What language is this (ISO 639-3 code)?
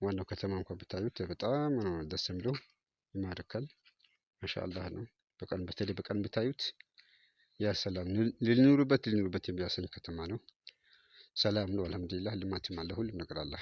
amh